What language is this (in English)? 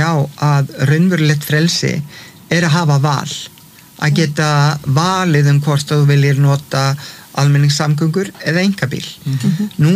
Icelandic